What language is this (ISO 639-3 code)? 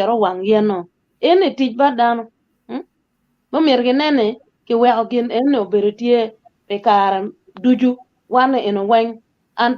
ach